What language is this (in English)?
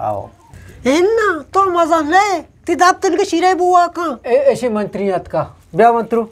Eastern Balochi